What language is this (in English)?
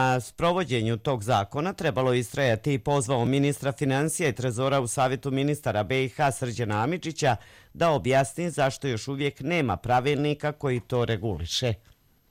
Bosnian